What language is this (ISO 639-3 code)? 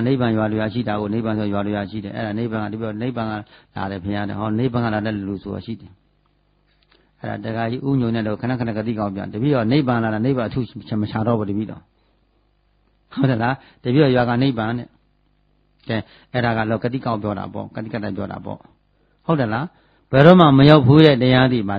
mya